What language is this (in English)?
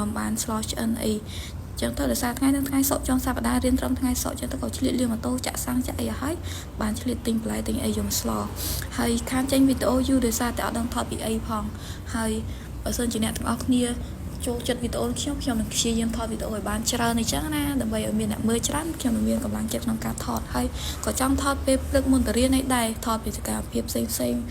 Khmer